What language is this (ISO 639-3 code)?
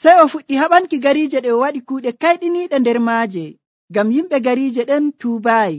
fuv